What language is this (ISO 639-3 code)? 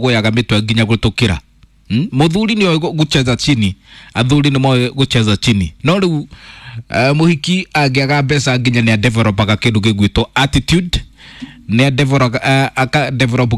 kik